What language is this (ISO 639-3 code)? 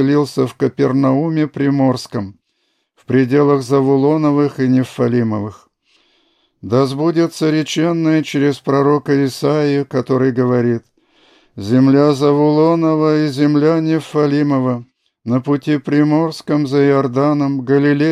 rus